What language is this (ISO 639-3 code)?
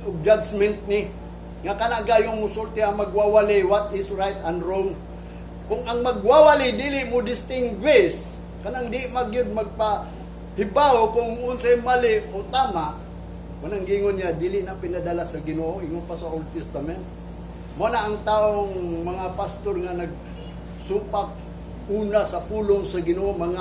ceb